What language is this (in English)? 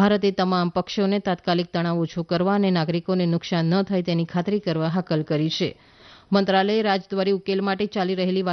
Gujarati